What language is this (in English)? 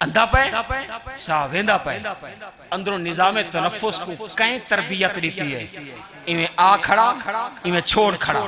Saraiki